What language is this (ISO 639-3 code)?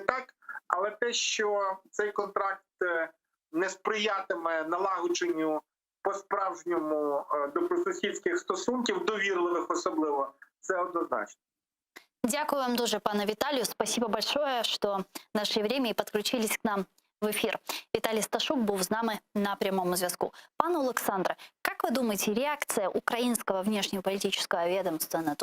crh